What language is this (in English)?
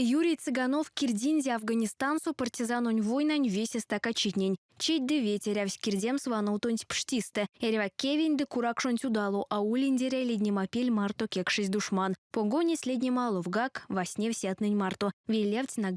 Erzya